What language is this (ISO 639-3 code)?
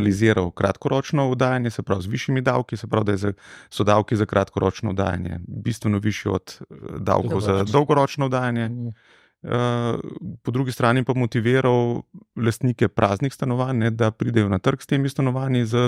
slv